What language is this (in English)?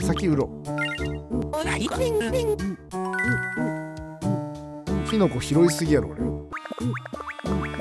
Japanese